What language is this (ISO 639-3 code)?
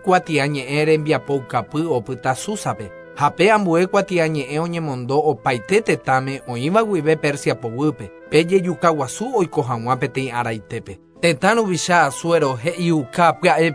grn